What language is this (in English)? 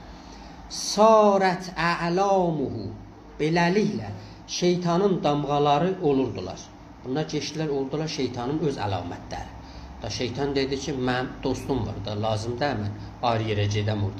South Azerbaijani